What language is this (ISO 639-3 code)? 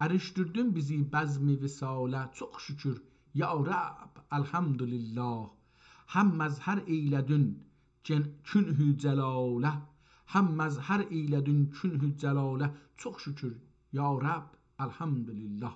azb